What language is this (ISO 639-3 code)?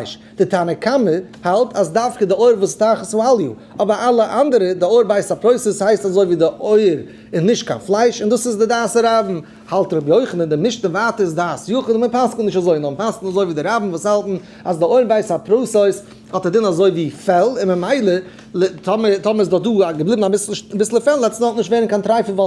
yid